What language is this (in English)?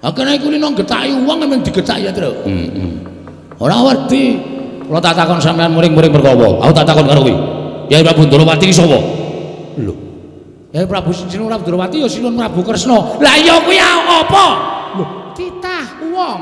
Javanese